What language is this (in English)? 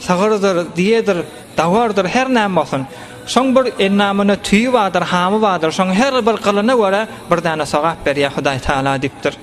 Turkmen